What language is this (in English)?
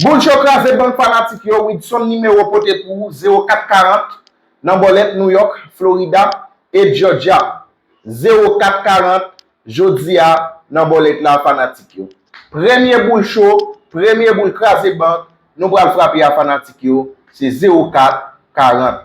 Haitian Creole